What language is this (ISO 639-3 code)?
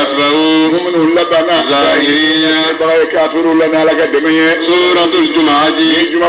bam